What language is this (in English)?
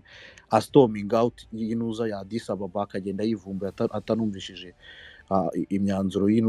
Kinyarwanda